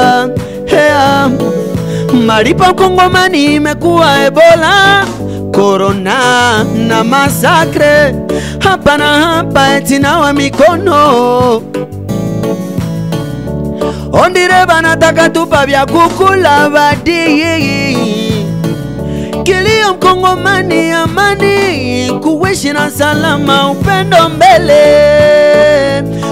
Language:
Swahili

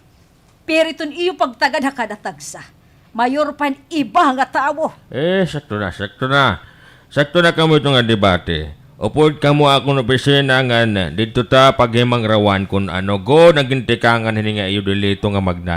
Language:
Waray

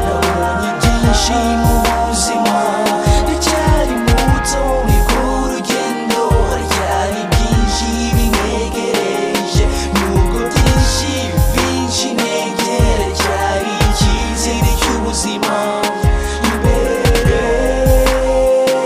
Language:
Kinyarwanda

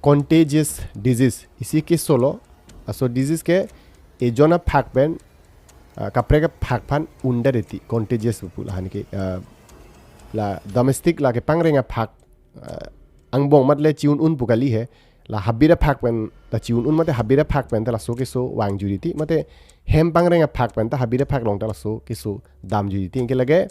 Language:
Karbi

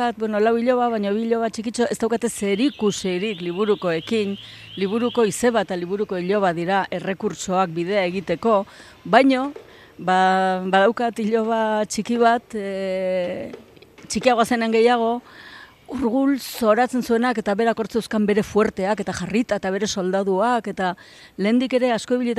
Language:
Basque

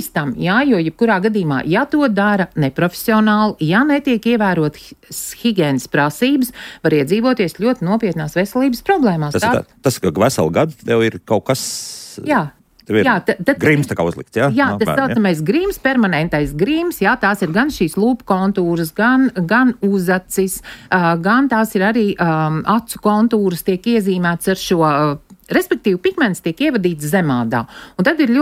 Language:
Latvian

